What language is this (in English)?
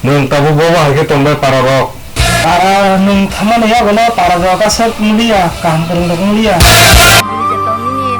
Kok Borok